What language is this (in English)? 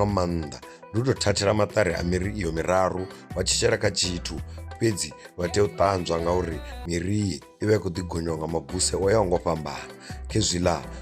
Venda